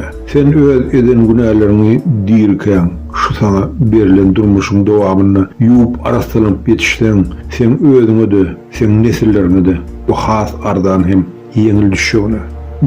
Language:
Turkmen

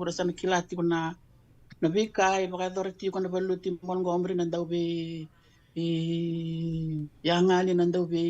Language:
Fijian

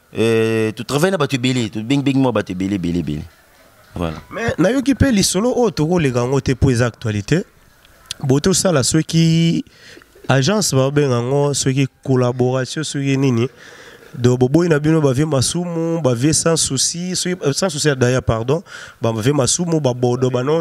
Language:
Lingala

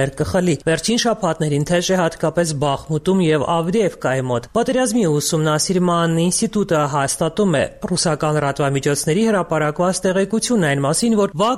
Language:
Armenian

